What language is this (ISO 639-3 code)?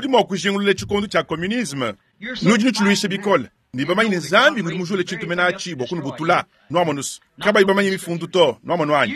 lua